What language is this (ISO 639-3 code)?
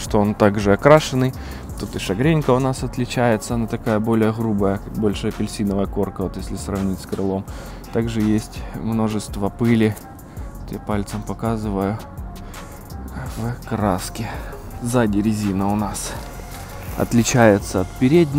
rus